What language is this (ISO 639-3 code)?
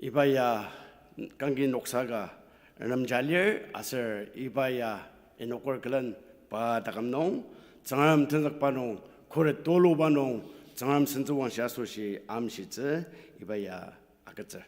njo